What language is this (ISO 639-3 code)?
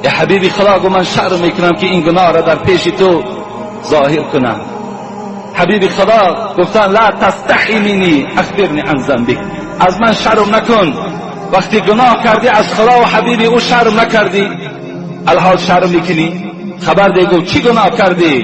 tgk